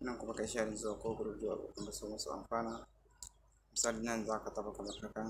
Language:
Hausa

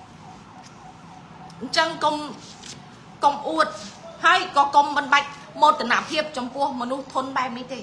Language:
Khmer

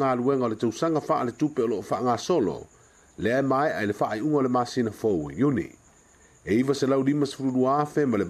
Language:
Samoan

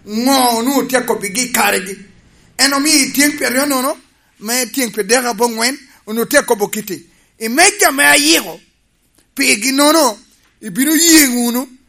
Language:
Lango (Uganda)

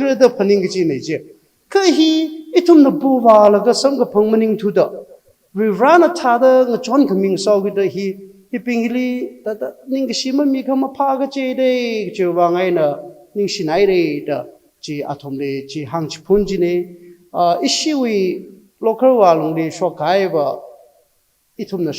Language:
Tangkhul Naga (India)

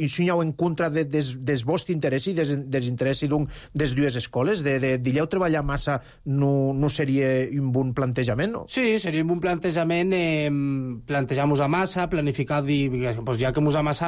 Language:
Catalan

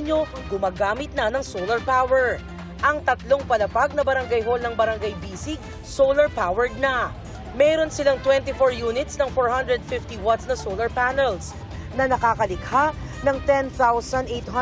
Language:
Filipino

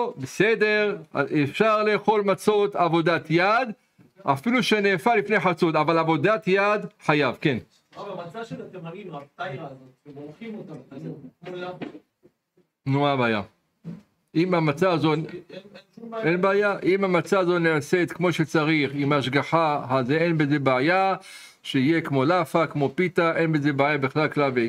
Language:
Hebrew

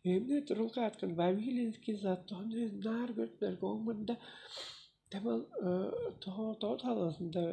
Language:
Tuvinian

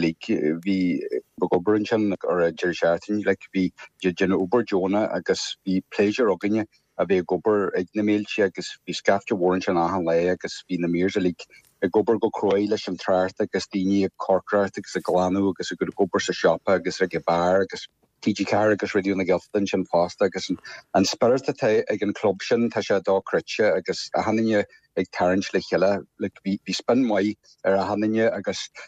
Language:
Irish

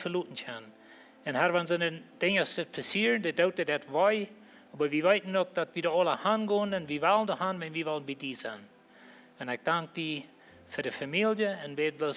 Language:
Plautdietsch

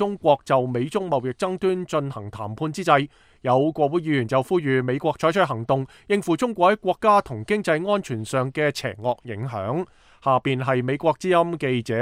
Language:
Cantonese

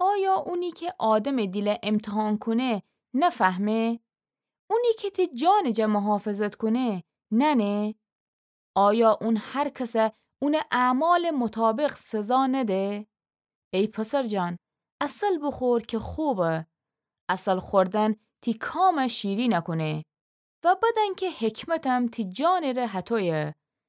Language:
Gilaki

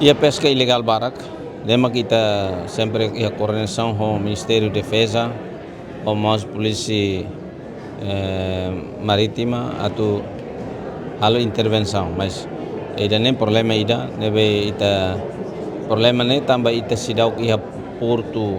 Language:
Tetum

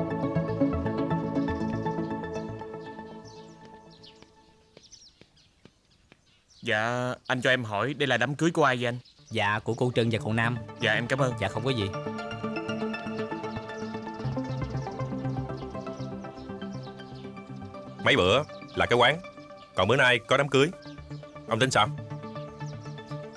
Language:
Vietnamese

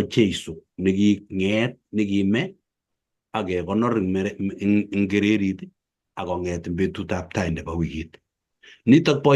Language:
Kalenjin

